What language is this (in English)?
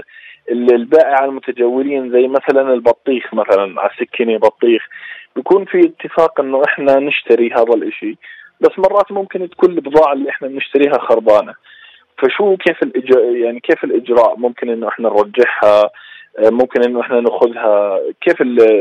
North Levantine Arabic